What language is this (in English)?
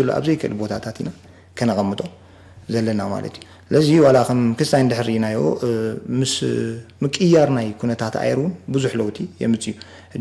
Tigrinya